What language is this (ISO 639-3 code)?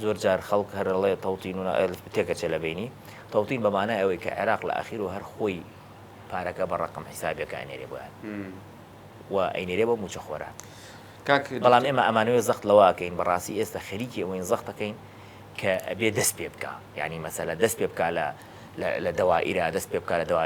ckb